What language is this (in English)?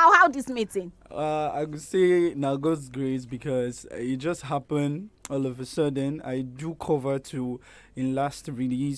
Nigerian Pidgin